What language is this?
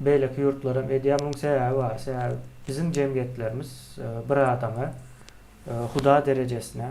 Turkmen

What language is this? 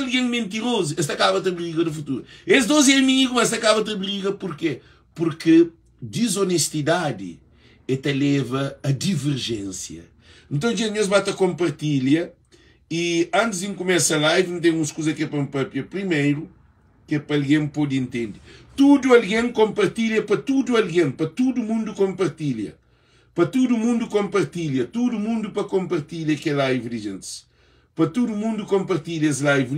Kabuverdianu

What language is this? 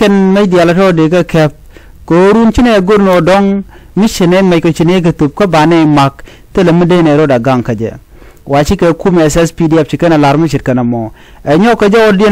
Nuer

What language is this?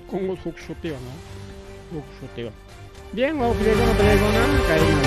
Ayacucho Quechua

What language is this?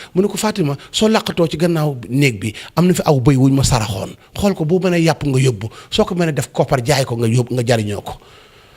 Wolof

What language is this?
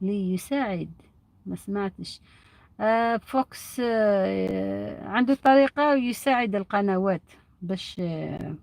Algerian Arabic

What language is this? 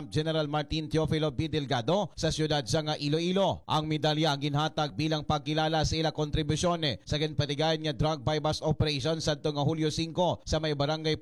Hiligaynon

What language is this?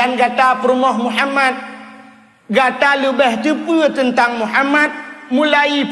Achinese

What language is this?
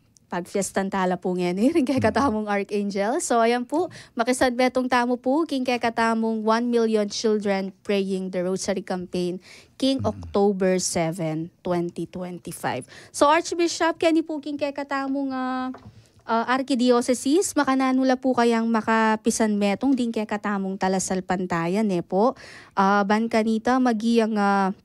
Pampanga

